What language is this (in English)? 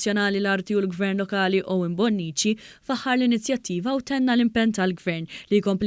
Maltese